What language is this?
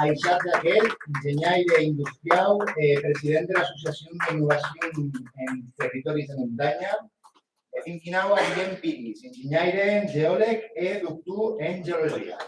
Occitan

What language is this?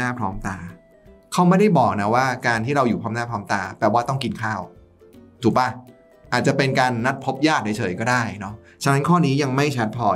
Thai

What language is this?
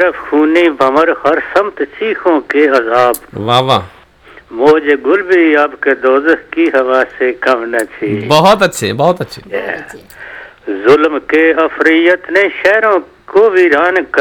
Urdu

